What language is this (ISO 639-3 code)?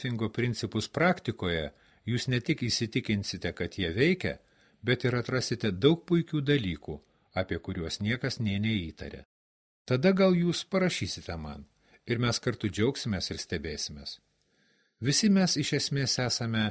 lit